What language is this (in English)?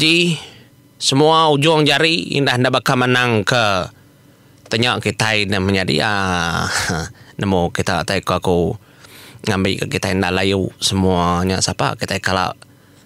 Iban